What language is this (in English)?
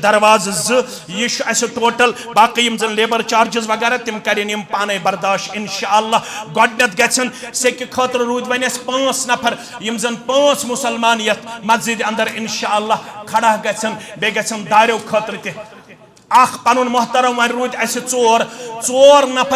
Kashmiri